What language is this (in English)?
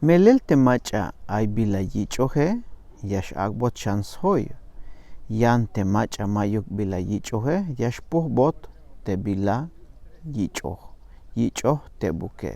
Tzeltal